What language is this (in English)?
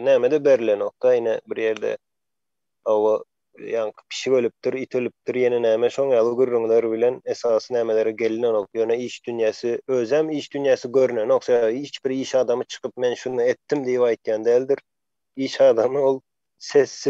Turkmen